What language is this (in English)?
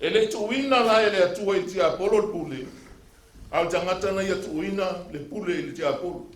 Samoan